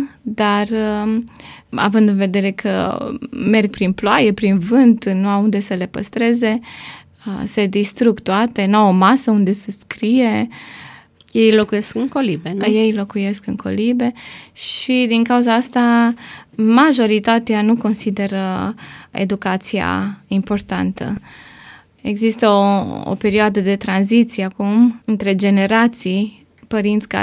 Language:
Romanian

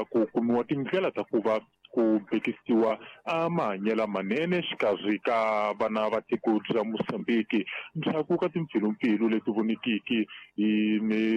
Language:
Tsonga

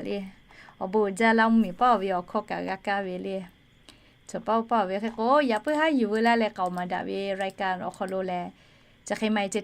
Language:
Lahu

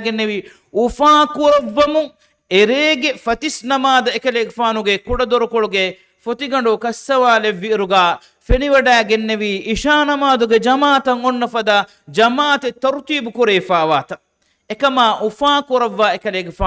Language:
Divehi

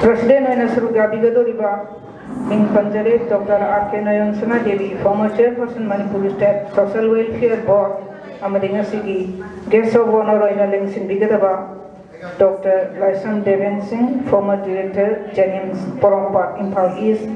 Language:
Manipuri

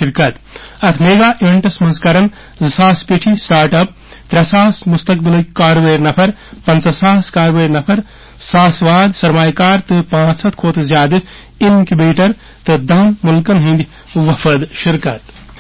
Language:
Kashmiri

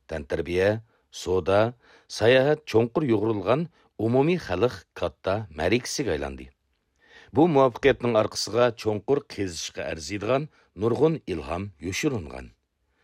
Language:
Uyghur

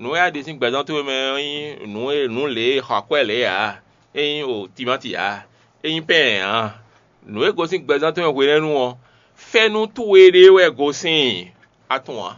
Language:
Fon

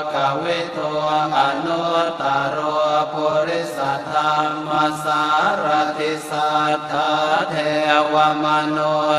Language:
Pali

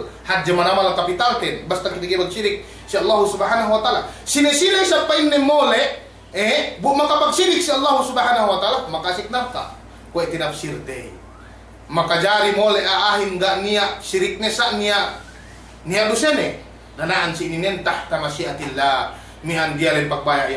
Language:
Yakan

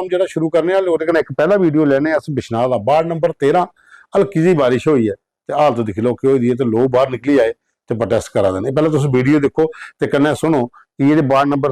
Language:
Dogri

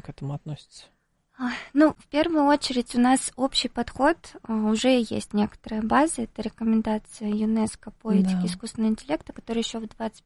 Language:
Russian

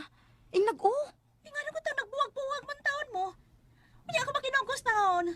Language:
Cebuano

